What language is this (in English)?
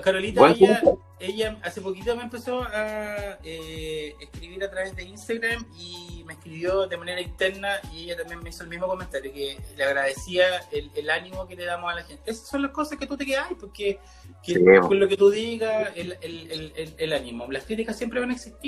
Spanish